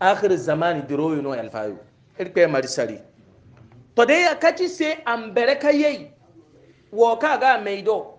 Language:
Hausa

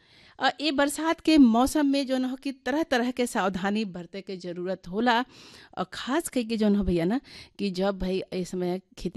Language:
Bhojpuri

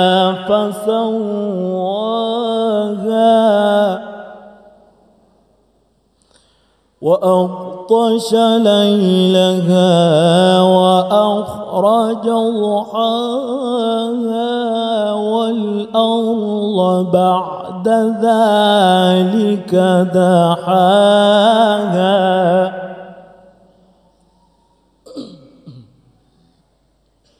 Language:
Arabic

